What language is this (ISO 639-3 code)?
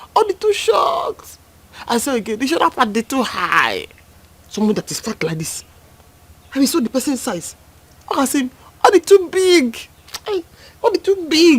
pcm